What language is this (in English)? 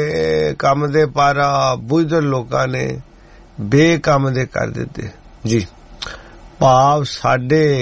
Punjabi